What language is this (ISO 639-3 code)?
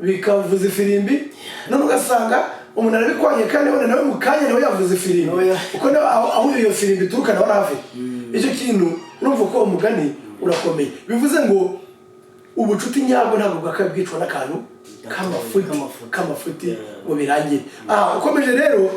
kin